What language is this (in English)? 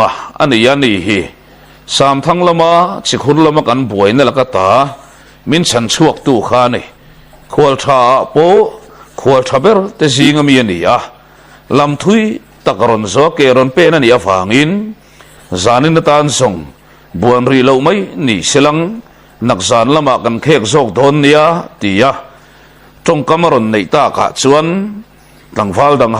Mizo